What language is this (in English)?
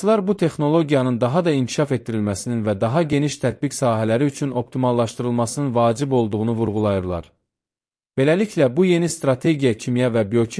Azerbaijani